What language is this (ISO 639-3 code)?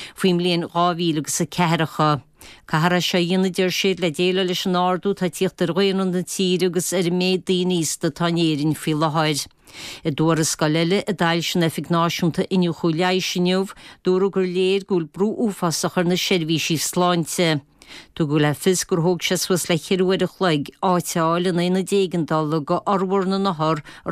gle